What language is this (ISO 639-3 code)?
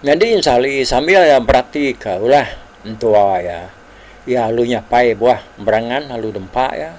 iba